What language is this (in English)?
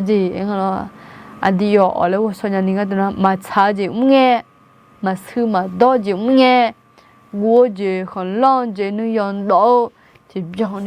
Akha